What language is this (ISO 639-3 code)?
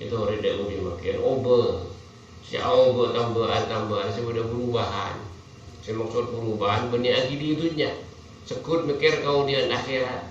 mad